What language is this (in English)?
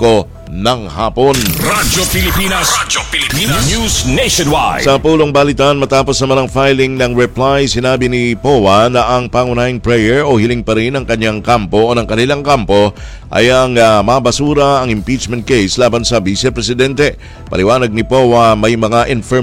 Filipino